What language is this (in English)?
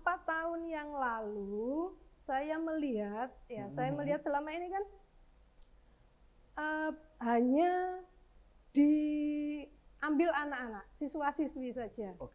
Indonesian